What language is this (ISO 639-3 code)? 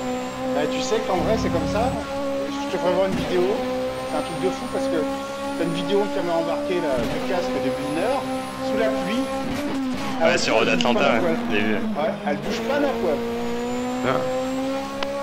fra